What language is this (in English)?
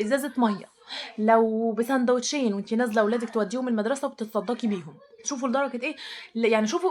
Egyptian Arabic